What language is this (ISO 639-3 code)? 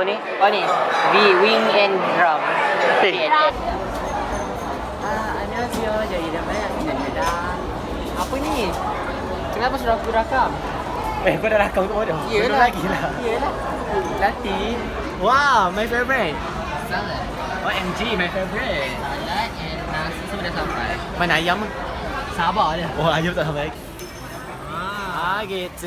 msa